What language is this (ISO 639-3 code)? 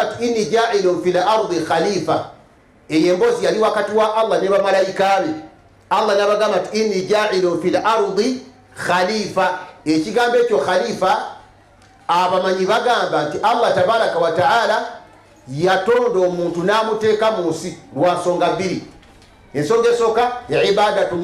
lug